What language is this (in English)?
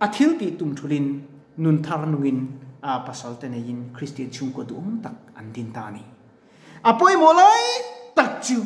Mizo